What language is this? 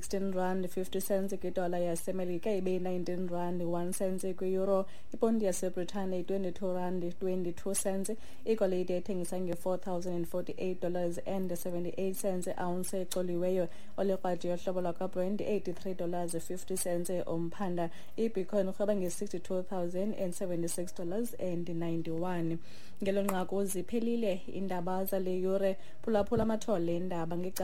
Xhosa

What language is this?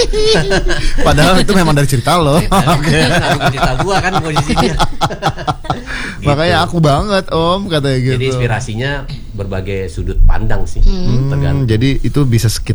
Indonesian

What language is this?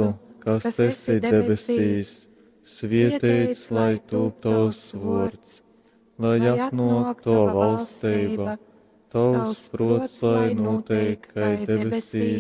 Latgalian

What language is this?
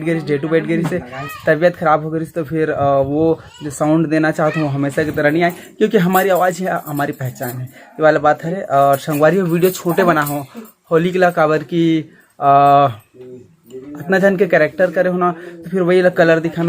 Chhattisgarhi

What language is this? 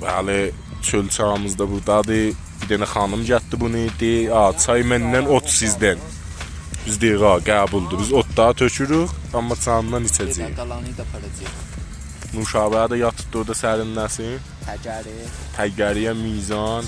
South Azerbaijani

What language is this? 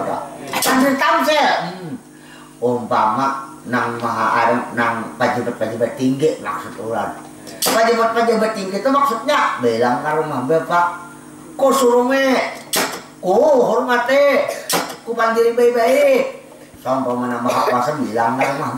Banjar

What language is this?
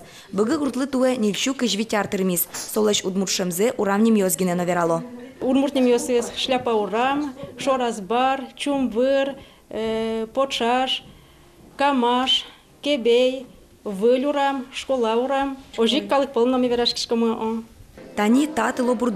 Udmurt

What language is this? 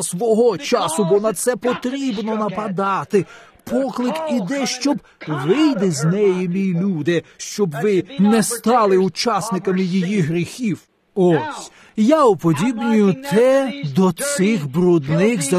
Ukrainian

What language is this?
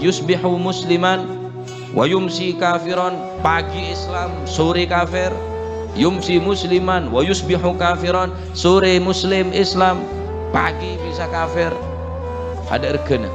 Madurese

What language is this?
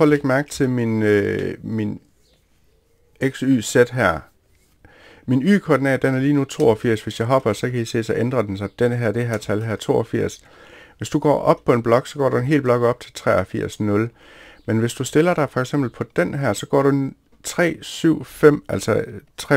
Danish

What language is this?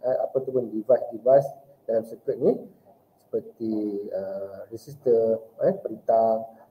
Malay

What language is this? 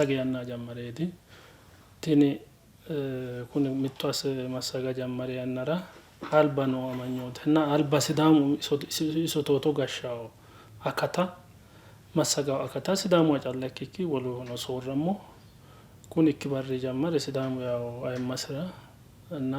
Sidamo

